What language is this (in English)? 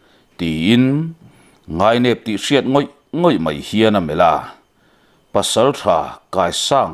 Mizo